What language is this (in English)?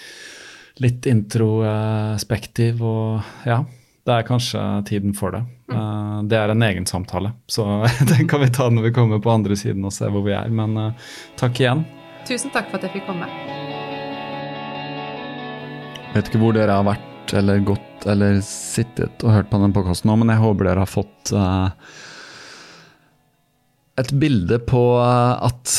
Norwegian